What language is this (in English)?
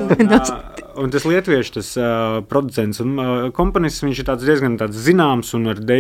Latvian